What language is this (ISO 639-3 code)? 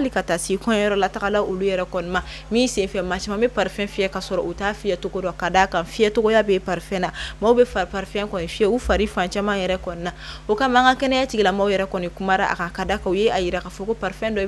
bam